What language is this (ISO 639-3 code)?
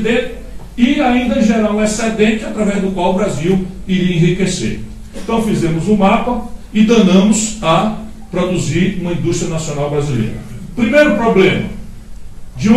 por